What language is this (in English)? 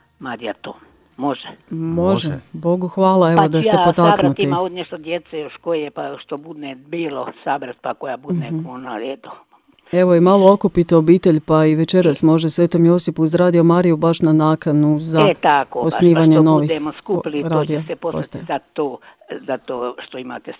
Croatian